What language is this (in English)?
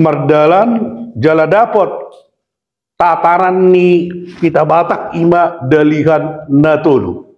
Batak Toba